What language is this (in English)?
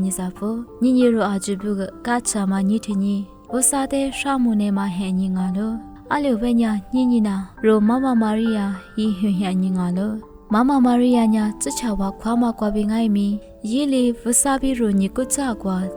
Lisu